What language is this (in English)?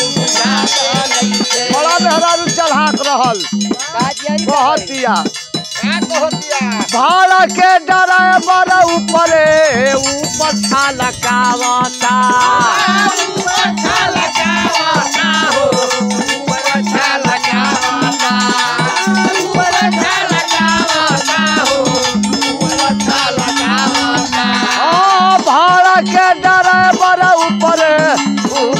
Bhojpuri